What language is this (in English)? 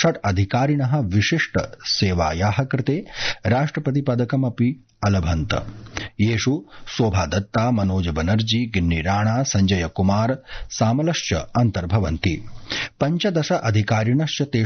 Sanskrit